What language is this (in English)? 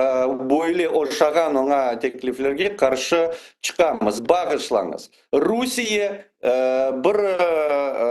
Crimean Tatar